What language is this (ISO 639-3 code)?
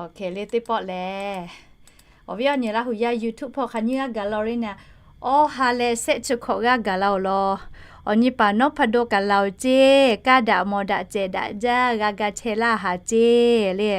lhu